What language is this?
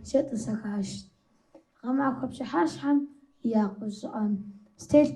Kabardian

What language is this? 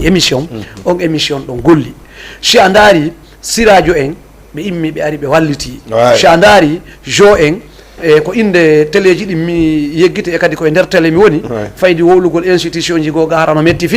Fula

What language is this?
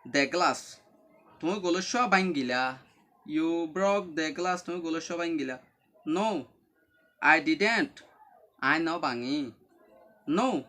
Rohingya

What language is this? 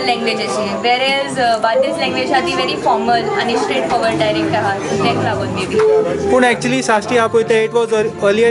Konkani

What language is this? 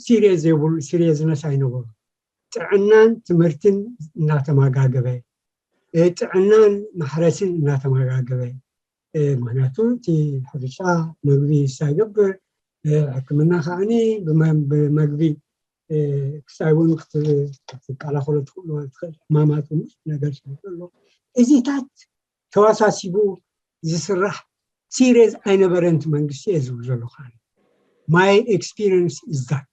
Tigrinya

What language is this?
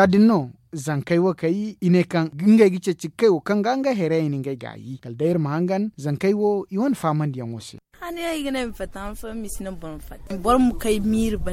Zarma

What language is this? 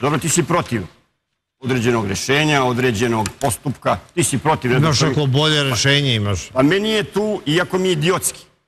Serbian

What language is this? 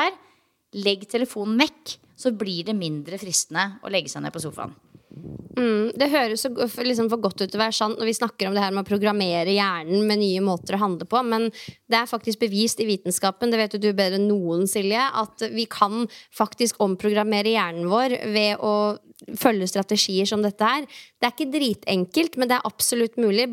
Norwegian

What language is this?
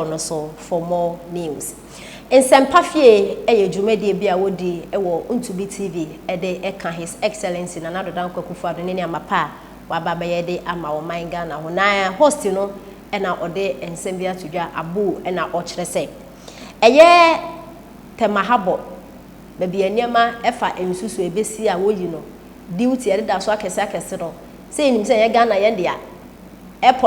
Akan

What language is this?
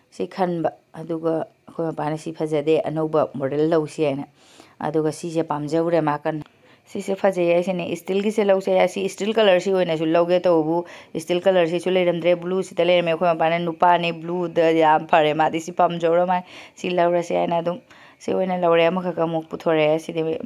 Manipuri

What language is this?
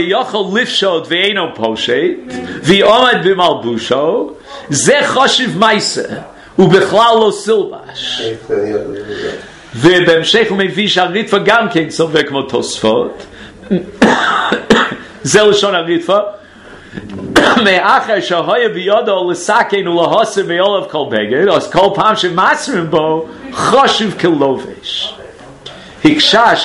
Hebrew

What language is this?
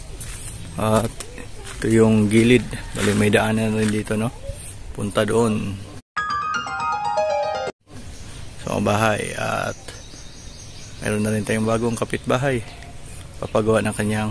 Filipino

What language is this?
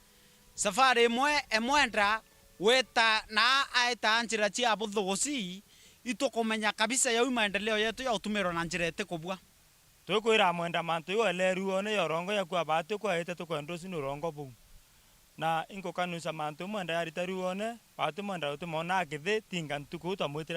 Meru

